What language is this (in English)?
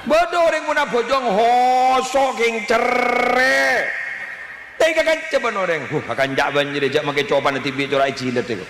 Madurese